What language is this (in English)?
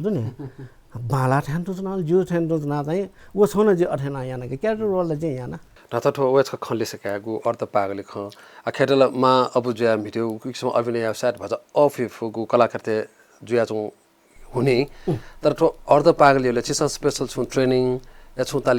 Newari